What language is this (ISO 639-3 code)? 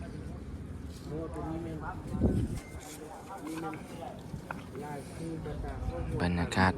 lao